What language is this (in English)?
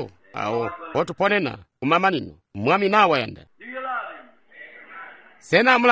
Tonga (Zambia)